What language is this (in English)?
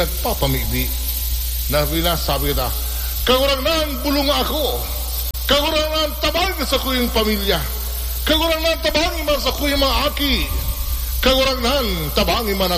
Bikol